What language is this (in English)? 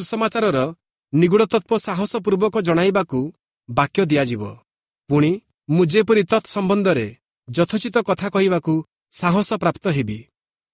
Odia